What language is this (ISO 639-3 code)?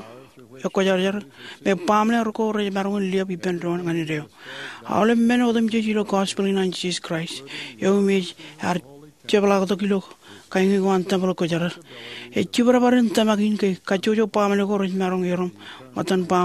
mah